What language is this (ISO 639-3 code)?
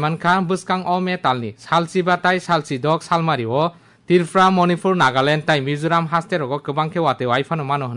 trp